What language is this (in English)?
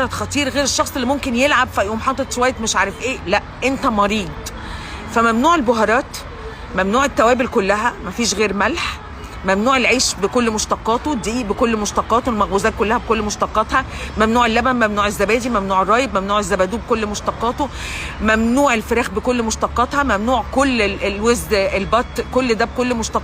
Egyptian Arabic